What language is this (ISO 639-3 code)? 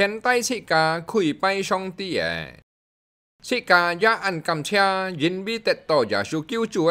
hak